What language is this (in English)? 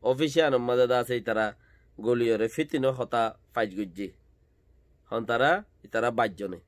Rohingya